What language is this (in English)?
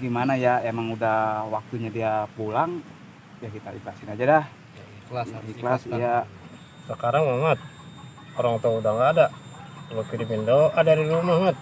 Betawi